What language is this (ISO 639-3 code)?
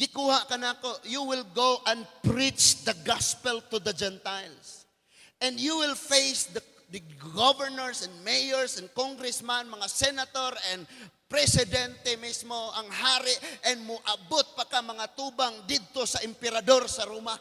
ceb